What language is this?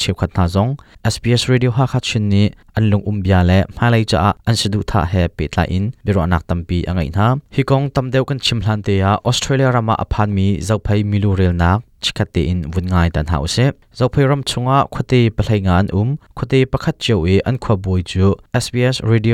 Hakha Chin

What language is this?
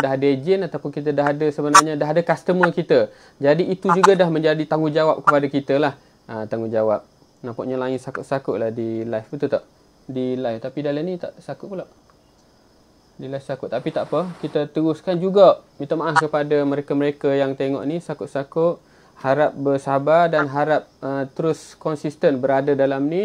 Malay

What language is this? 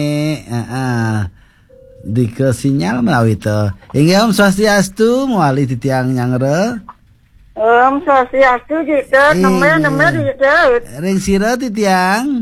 Balinese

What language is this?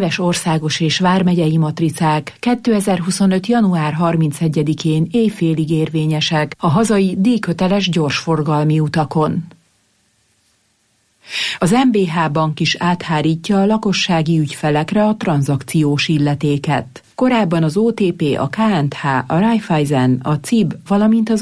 Hungarian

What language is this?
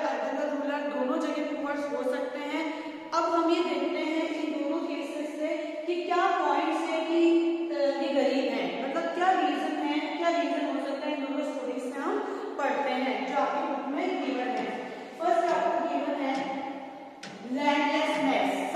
Hindi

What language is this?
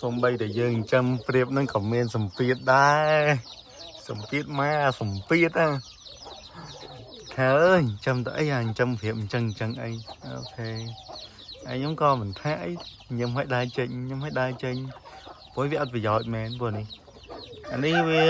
Khmer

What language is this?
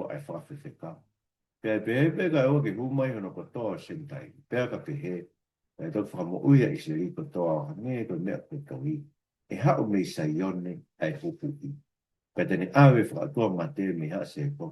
Tongan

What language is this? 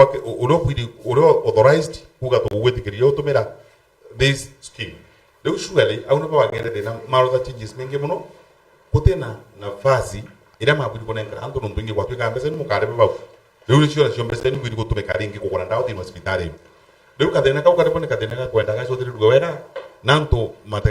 Meru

